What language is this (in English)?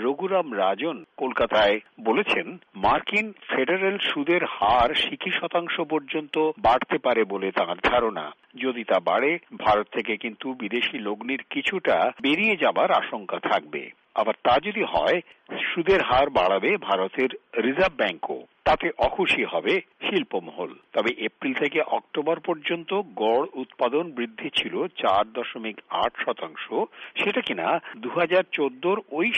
Bangla